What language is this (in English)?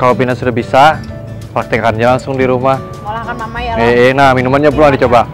Banjar